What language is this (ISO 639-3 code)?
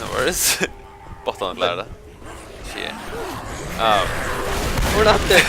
fao